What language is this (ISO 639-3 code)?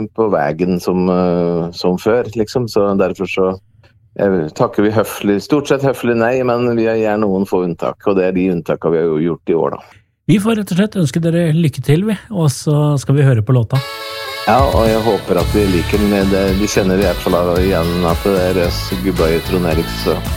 nor